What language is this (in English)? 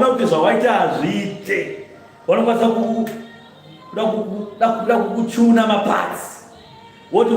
Shona